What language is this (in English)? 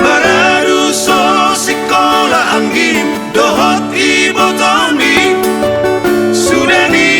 Batak Toba